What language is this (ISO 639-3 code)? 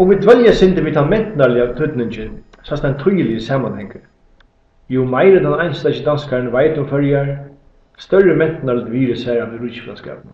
fao